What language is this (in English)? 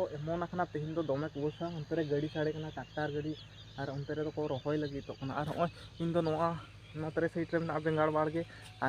Santali